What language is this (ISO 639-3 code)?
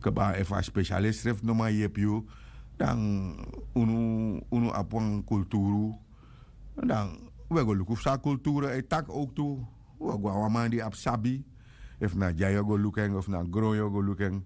srn